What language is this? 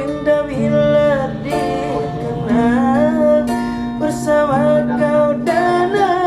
Banjar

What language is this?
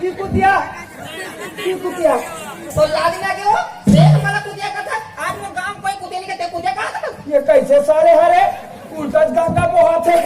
Chhattisgarhi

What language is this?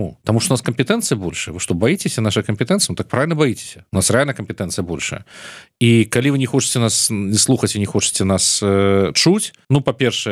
Belarusian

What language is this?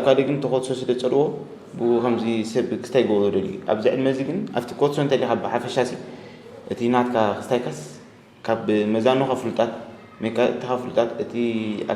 Tigrinya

